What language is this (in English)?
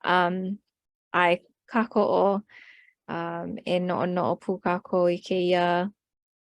Hawaiian